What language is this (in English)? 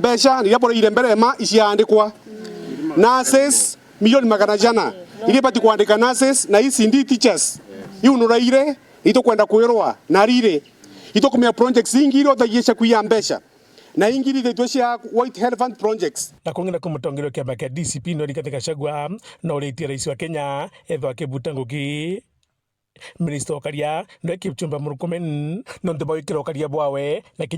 Meru